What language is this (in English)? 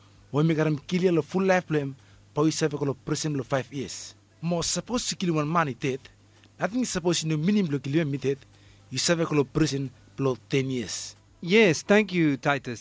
Bislama